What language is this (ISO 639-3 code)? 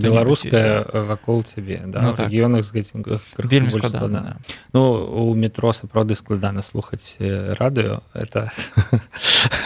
bel